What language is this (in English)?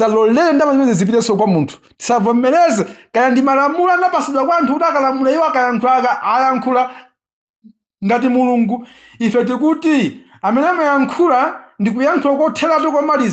Nyanja